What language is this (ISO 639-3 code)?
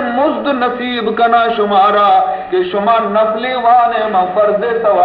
bal